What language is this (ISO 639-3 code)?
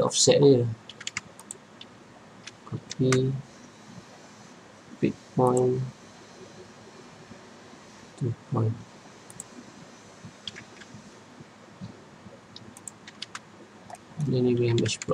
msa